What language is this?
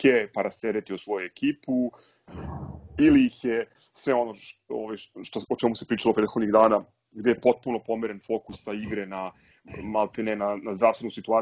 Serbian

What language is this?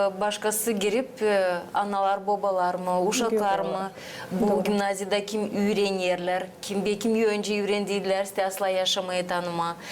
Gagauz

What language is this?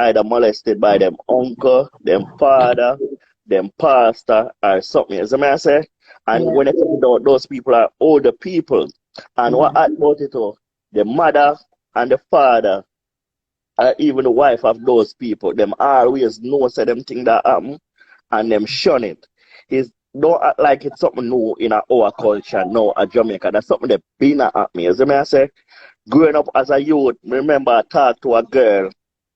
Jamaican Creole English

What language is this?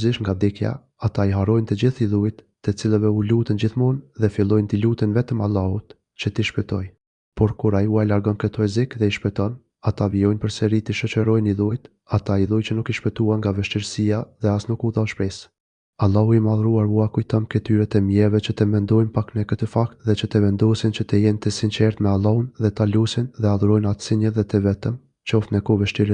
Albanian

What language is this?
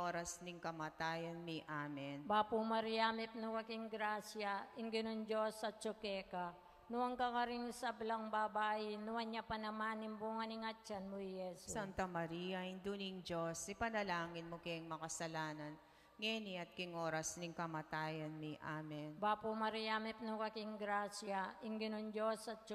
Pampanga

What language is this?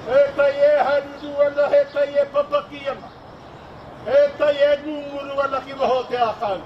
Māori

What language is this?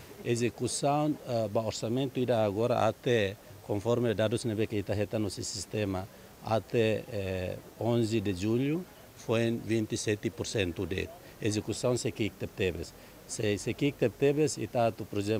Tetum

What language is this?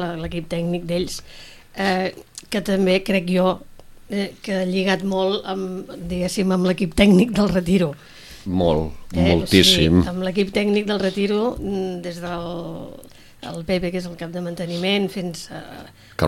Catalan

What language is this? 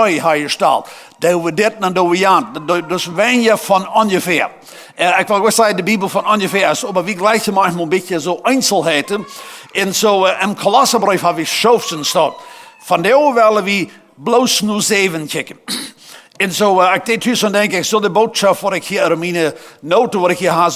Plautdietsch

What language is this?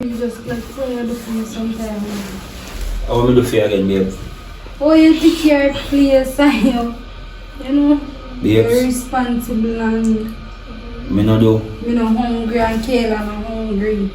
Jamaican Creole English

